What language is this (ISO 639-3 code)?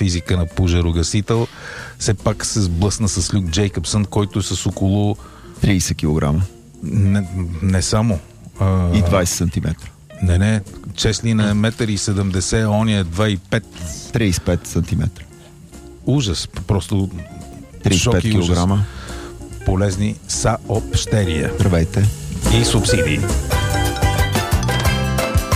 bul